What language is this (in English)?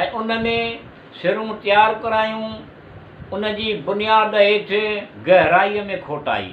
Sindhi